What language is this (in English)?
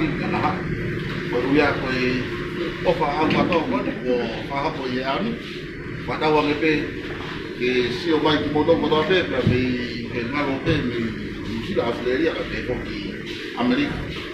Tongan